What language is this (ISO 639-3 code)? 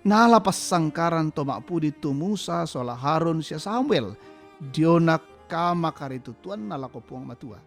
sda